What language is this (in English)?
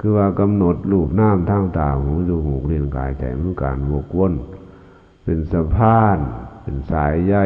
Lao